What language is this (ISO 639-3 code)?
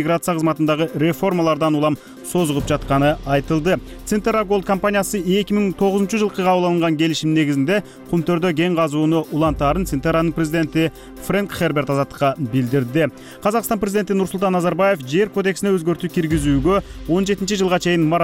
kir